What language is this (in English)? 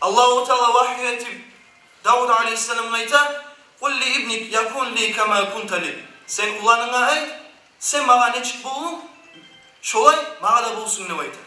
Kumyk